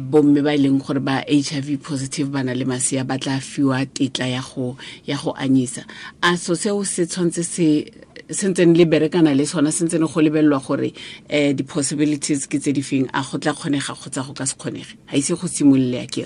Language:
Tswana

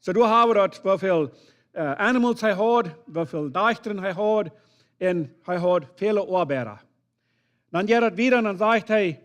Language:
Plautdietsch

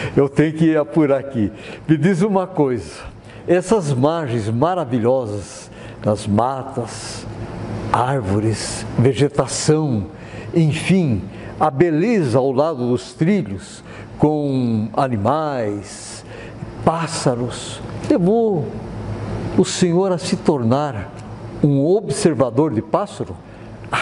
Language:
Portuguese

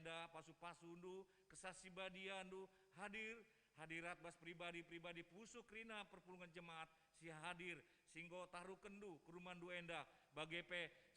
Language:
Batak Karo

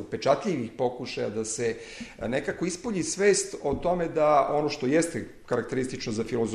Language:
Serbian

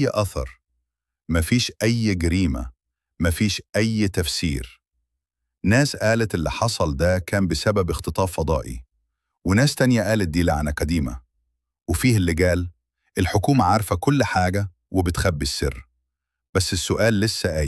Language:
Egyptian Arabic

